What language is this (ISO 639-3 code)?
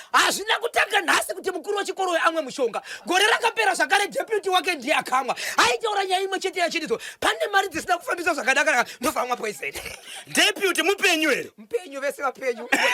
sna